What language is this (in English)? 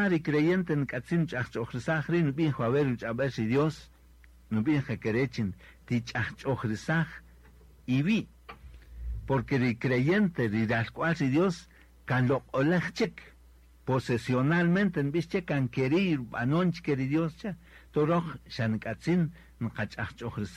Kaqchikel